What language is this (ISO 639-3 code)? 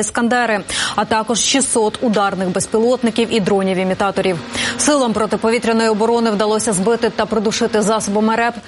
ukr